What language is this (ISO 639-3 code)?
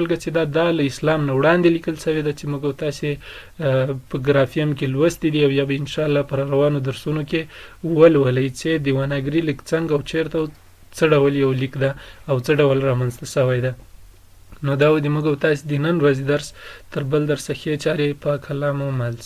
pus